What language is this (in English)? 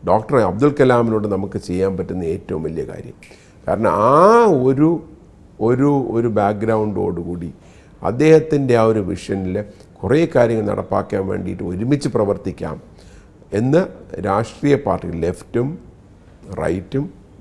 Malayalam